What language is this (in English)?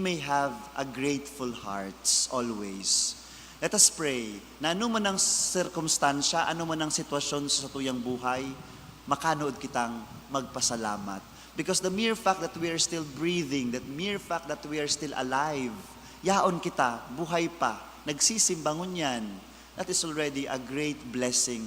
Bikol